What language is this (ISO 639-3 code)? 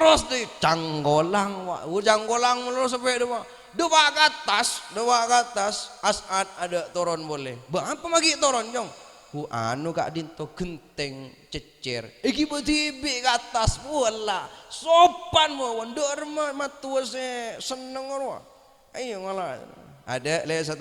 mad